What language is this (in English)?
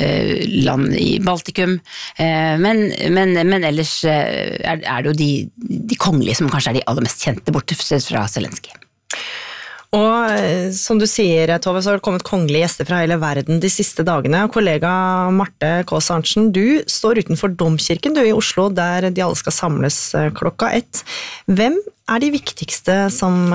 Norwegian